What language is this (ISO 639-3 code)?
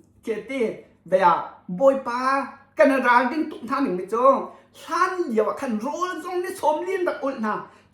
cnh